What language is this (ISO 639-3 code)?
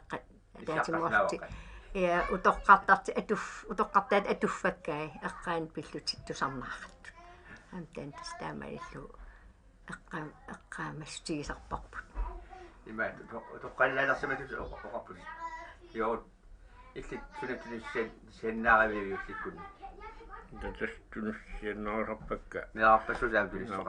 kal